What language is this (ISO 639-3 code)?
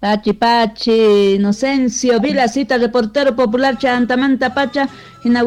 que